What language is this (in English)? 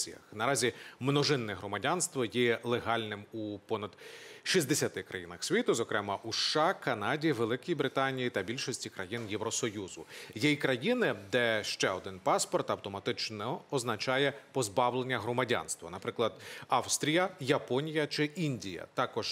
Ukrainian